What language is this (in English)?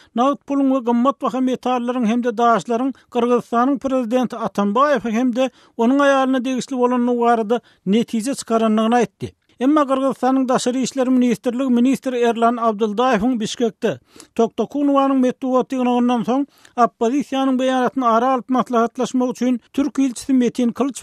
Turkmen